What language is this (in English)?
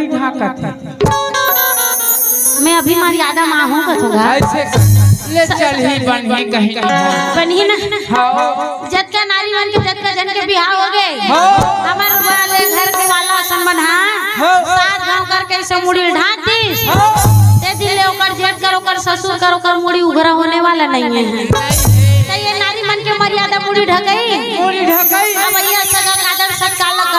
Chhattisgarhi